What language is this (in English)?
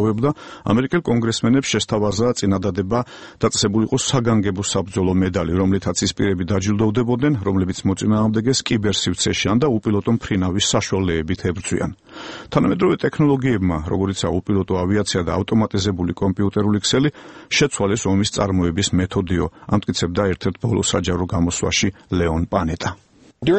Georgian